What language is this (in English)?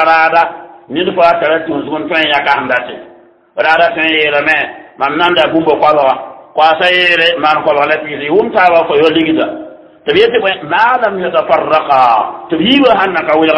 Mossi